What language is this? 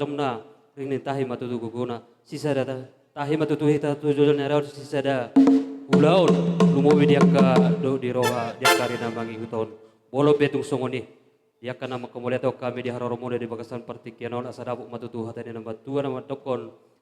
Batak Toba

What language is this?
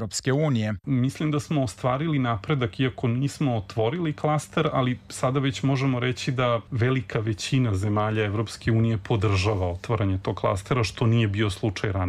Serbian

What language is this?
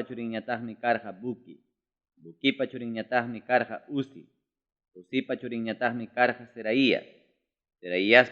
Ayacucho Quechua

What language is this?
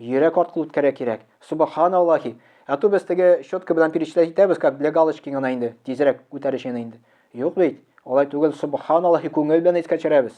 Tatar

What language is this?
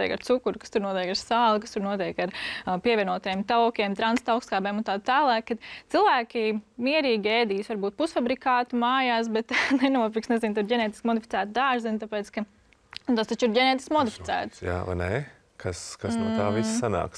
Latvian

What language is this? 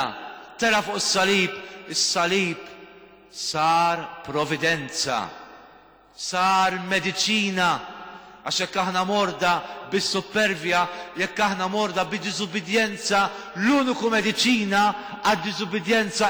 Maltese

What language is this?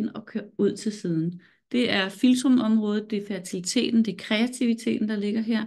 Danish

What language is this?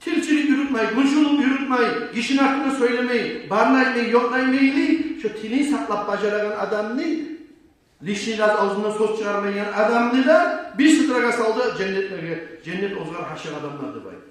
Kumyk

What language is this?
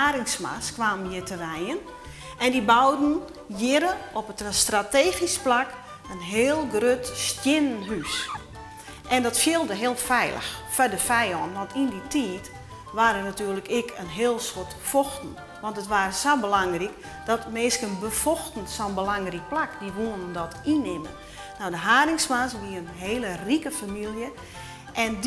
Western Frisian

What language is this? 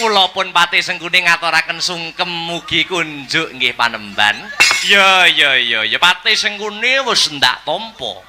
Javanese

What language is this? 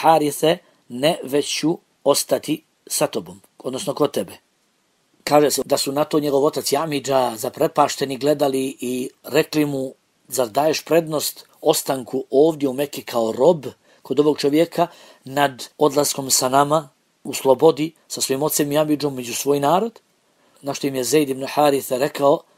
Bosnian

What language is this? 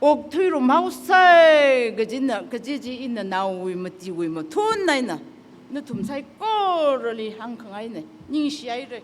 Tangkhul Naga (India)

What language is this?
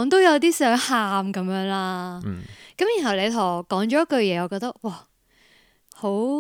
Cantonese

